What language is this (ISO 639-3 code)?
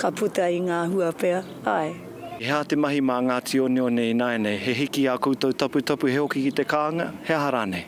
mri